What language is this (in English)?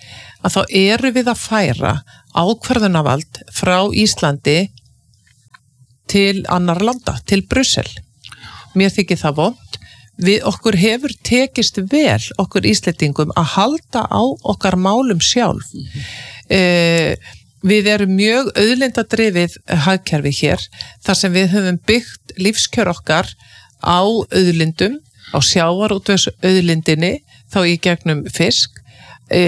Icelandic